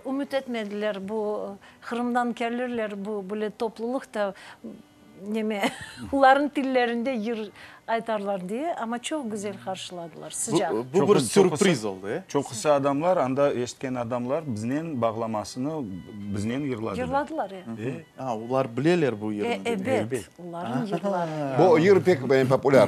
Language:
Crimean Tatar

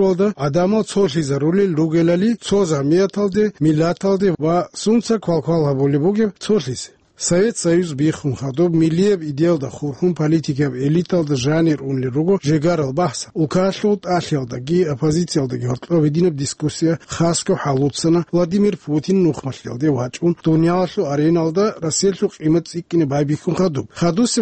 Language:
Avaric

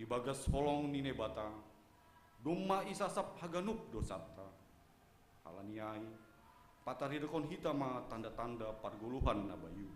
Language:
Batak Simalungun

